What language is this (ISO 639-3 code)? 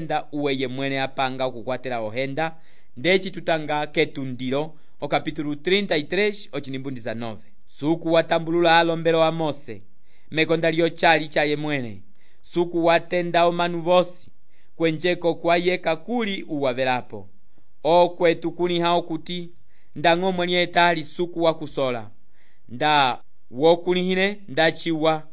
umb